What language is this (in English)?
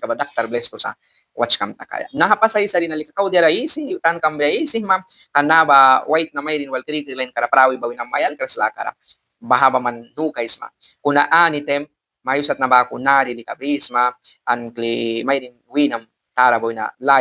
Mískito